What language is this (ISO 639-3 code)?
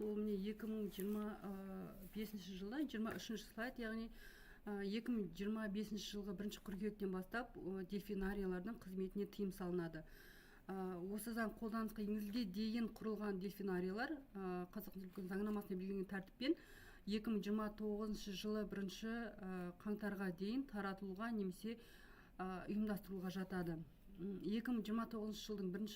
kaz